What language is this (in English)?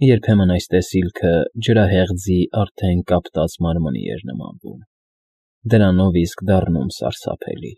Armenian